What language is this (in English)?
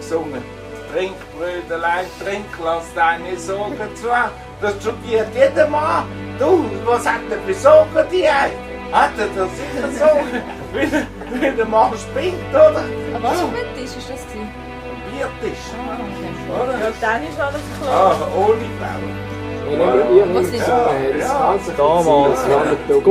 Swiss German